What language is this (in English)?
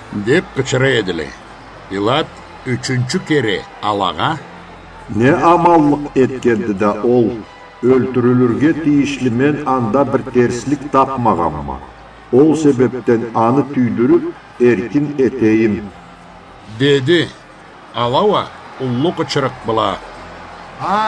Karachay-Balkar